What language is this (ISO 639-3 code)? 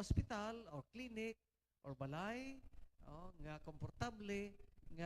hil